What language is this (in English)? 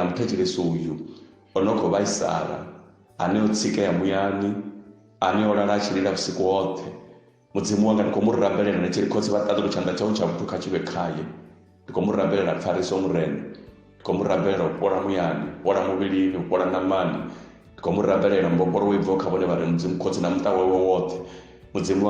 Venda